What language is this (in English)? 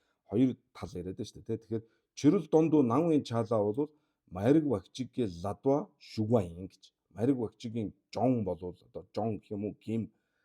Mongolian